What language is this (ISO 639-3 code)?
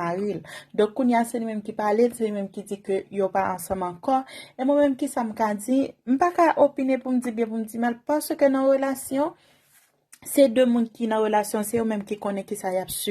hat